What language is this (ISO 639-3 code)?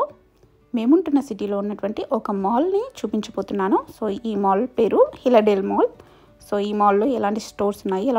tel